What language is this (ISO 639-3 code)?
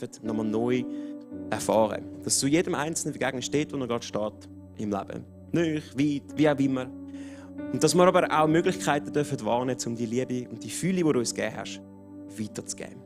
gsw